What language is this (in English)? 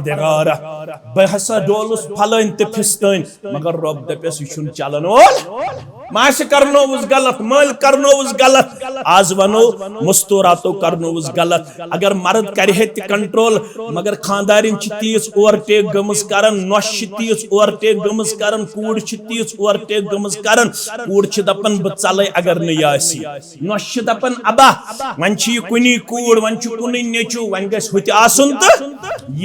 Kashmiri